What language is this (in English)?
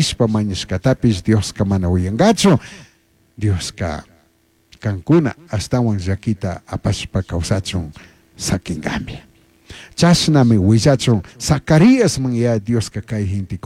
Chimborazo Highland Quichua